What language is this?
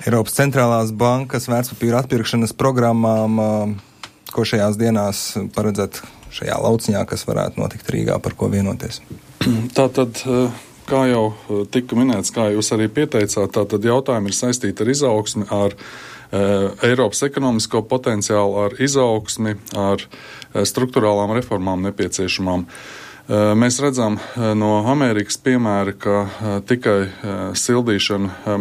Latvian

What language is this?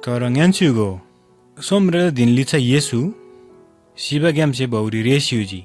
Eastern Tamang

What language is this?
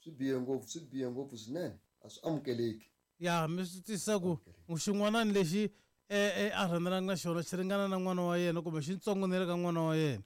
Tsonga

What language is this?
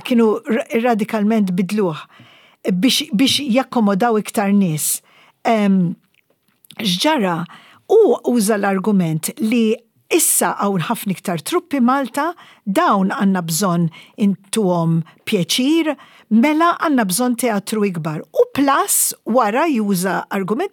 Maltese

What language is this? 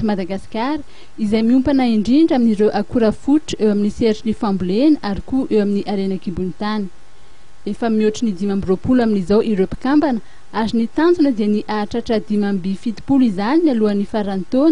Malagasy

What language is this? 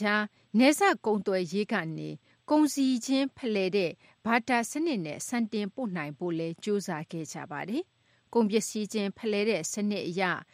Burmese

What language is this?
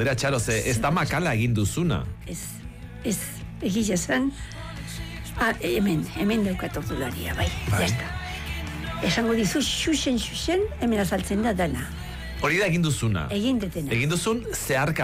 Basque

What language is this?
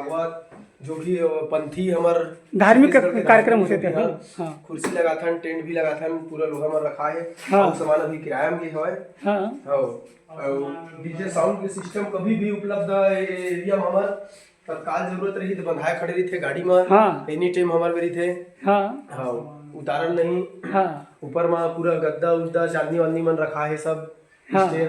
Chhattisgarhi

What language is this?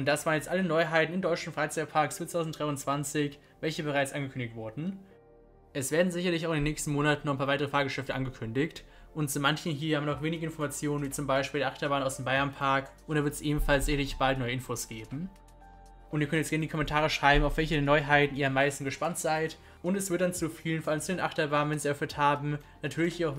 German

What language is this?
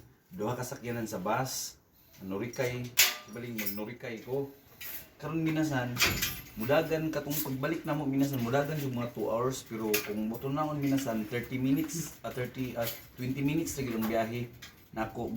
Cebuano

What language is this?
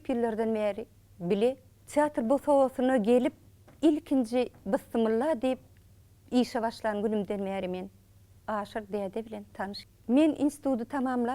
Turkmen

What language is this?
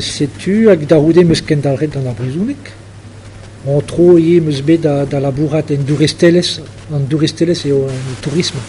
Breton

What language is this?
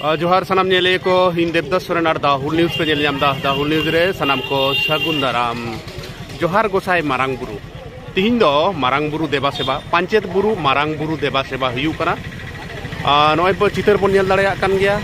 Santali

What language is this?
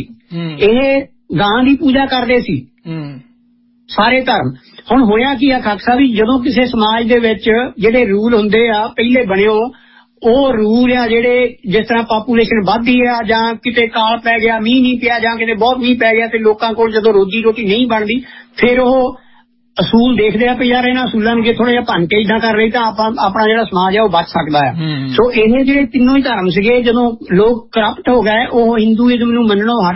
Punjabi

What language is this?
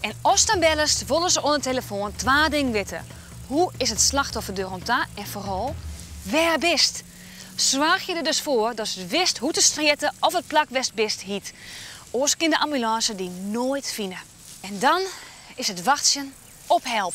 Western Frisian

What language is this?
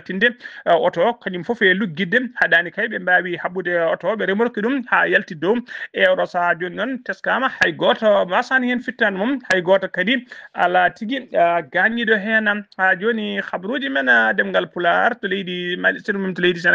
Fula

